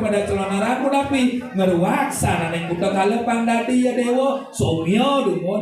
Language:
Balinese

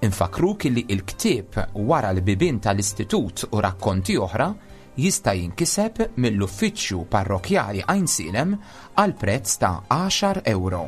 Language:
Maltese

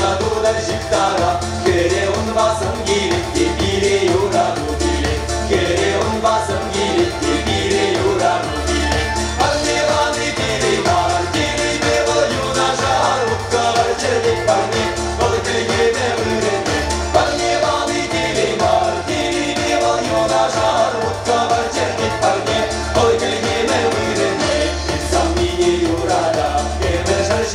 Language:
Chuvash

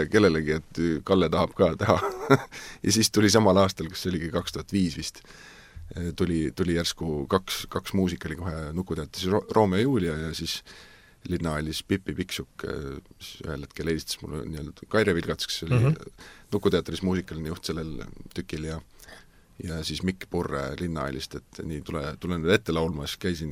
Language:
Estonian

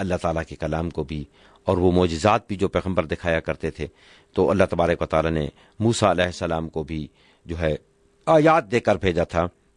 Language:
Urdu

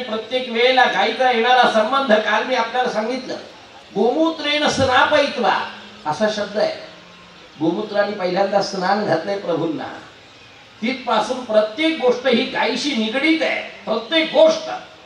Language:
Marathi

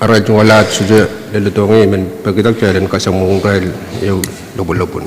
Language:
Pohnpeian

